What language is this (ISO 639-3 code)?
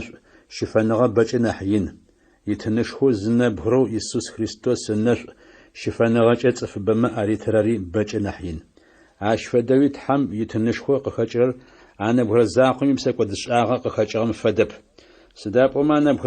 ady